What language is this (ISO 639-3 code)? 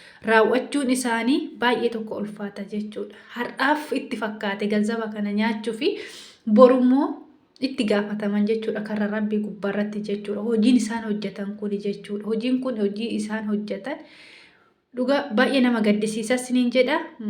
orm